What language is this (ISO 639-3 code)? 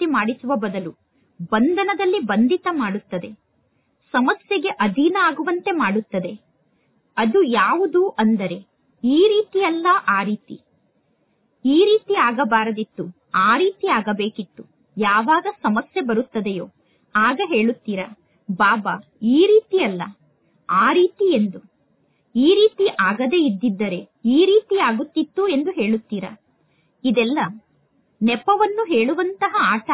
kan